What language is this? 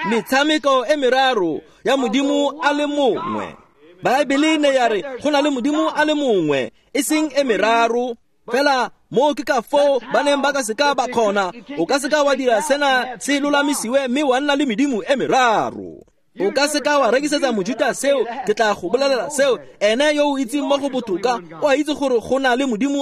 Tswana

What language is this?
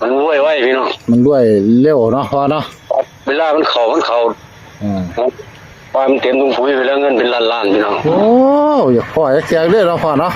Northeastern Thai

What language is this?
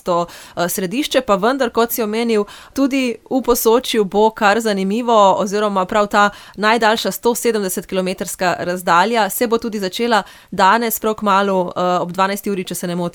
Slovenian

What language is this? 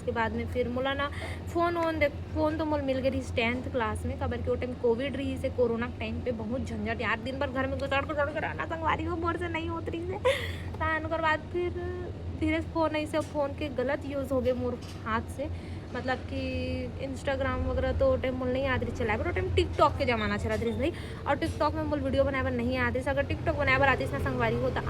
Chhattisgarhi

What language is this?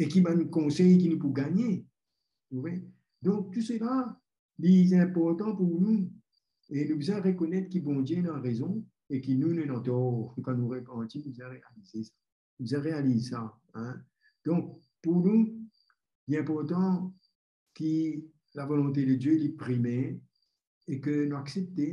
Morisyen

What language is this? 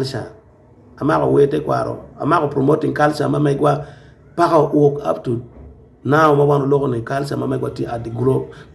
Acoli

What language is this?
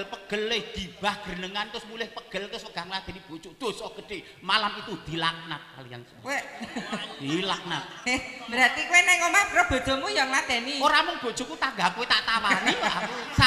Javanese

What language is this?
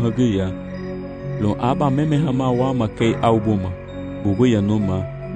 Garifuna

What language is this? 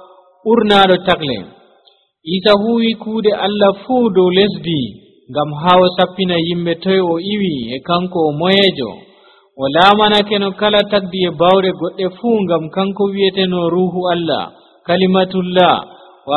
Nigerian Fulfulde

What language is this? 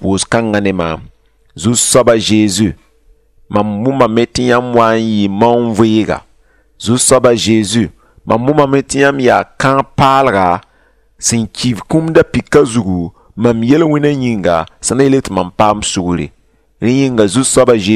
Mossi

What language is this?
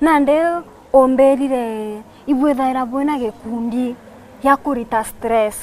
Meru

